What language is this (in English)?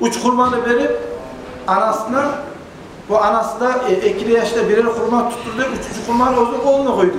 Kumyk